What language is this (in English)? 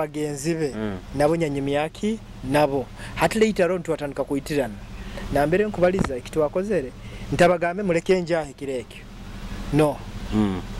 Nyoro